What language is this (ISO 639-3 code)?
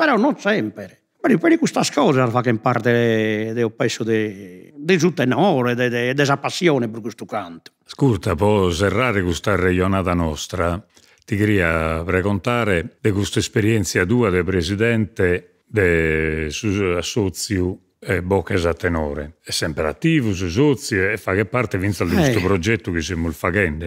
srd